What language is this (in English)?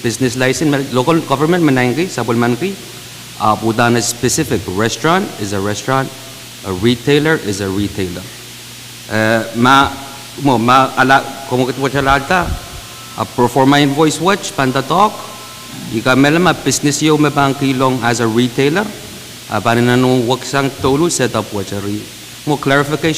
Pohnpeian